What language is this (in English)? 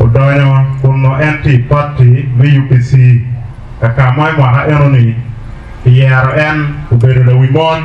Acoli